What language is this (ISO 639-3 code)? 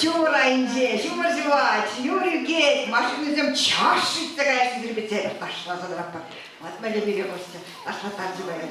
chv